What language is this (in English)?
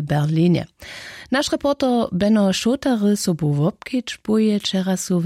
Upper Sorbian